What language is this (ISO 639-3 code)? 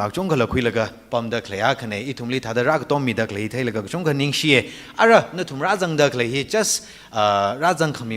nmf